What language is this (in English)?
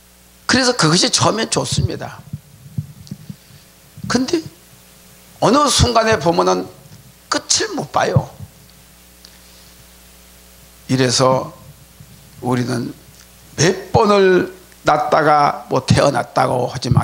Korean